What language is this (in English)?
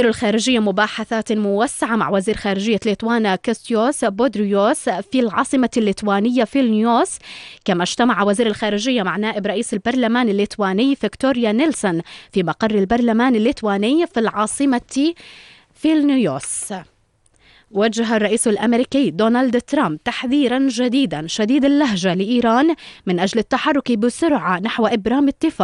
Arabic